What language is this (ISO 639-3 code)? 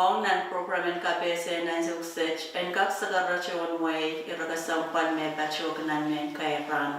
pon